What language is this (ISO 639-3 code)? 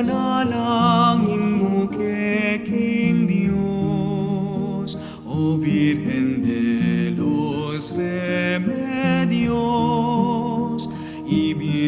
pam